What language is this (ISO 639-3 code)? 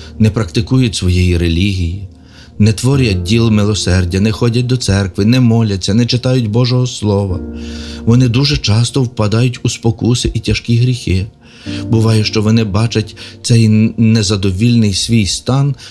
ukr